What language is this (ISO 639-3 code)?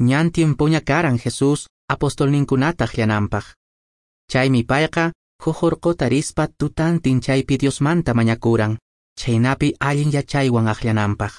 que